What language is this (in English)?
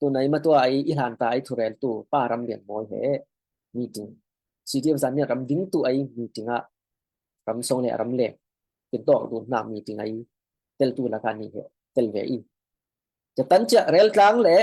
Falam Chin